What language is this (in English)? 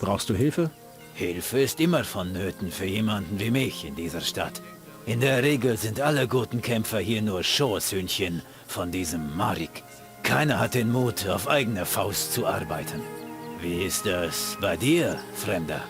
Bavarian